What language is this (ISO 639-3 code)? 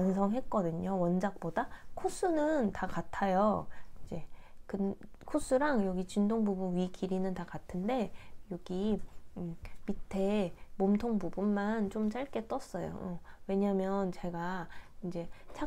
kor